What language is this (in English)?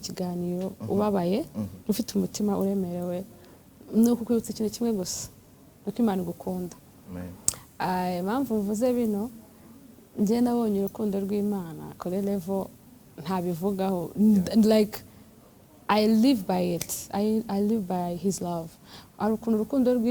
Kinyarwanda